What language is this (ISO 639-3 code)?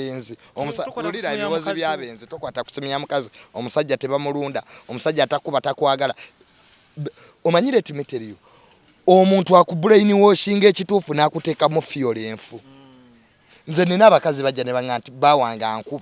lug